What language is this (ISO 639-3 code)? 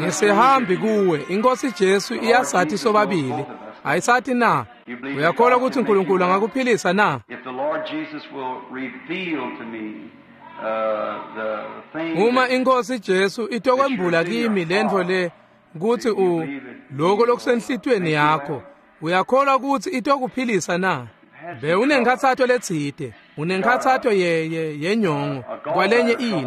ssw